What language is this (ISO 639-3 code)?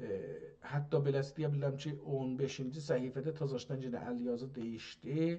azb